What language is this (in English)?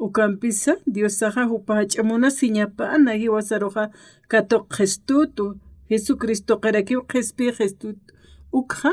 Aymara